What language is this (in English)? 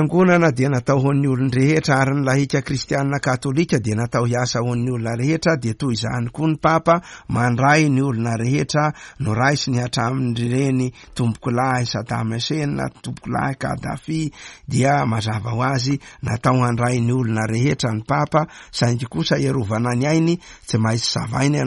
Malagasy